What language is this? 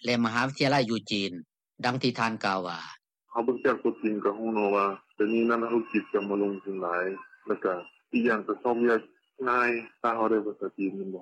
Lao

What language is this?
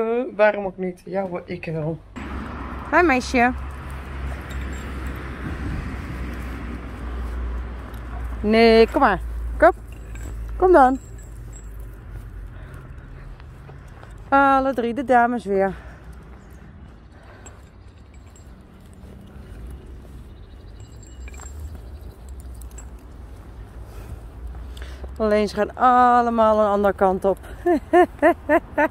Dutch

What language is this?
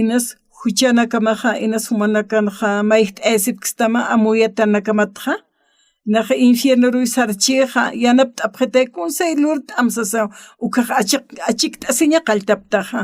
Aymara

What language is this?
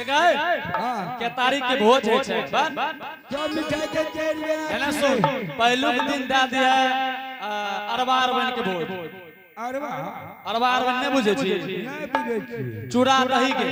Angika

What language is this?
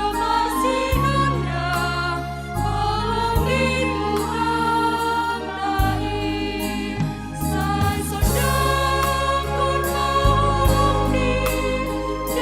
Batak Simalungun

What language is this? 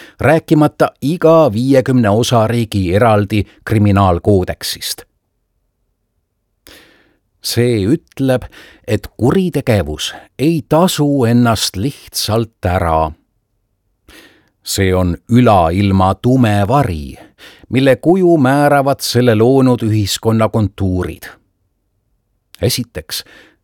Estonian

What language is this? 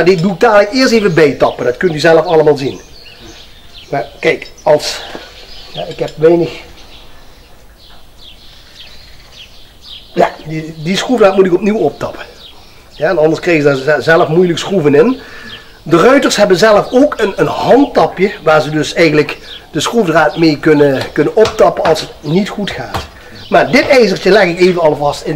Dutch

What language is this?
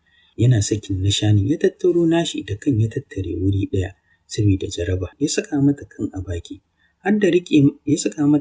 Hausa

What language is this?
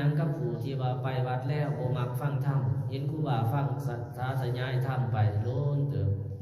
Lao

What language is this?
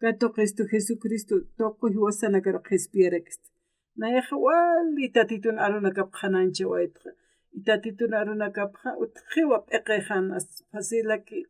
Aymara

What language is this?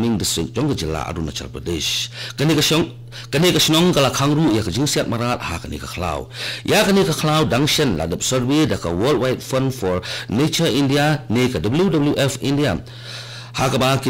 Khasi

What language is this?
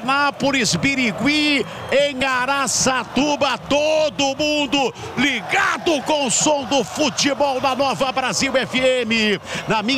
Portuguese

